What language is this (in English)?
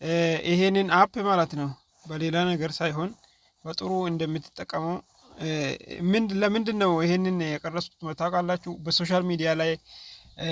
Amharic